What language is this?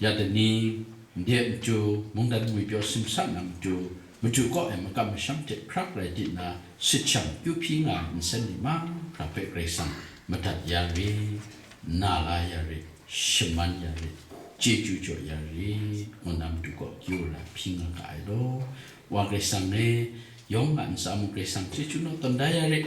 Kachin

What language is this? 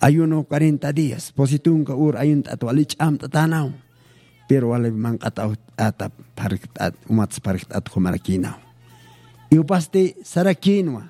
Aymara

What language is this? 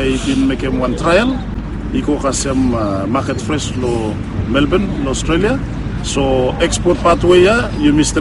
Bislama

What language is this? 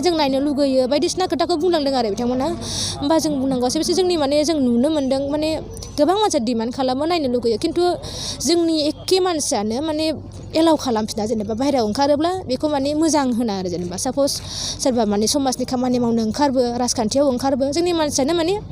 Bodo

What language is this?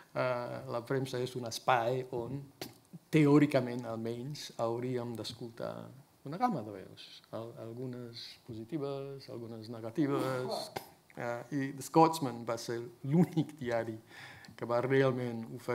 Catalan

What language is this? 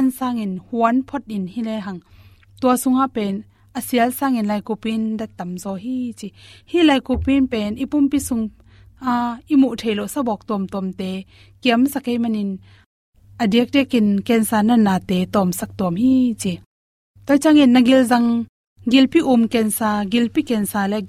Tedim Chin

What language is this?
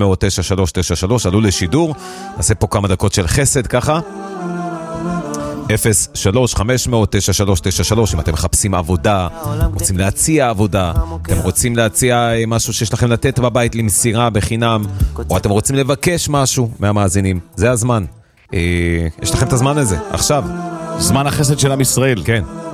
Hebrew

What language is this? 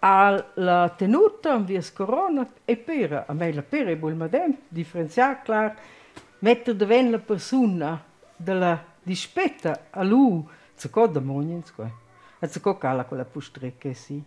Romansh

